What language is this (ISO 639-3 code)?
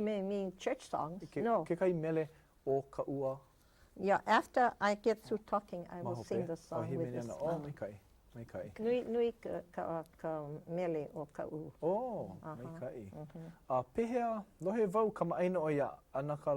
haw